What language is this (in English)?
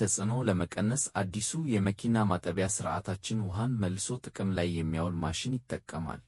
Amharic